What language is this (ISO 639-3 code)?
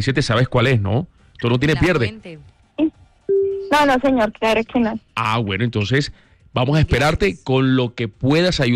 spa